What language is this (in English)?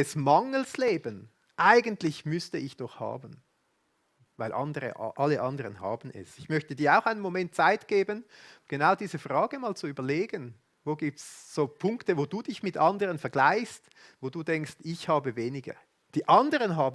Swiss German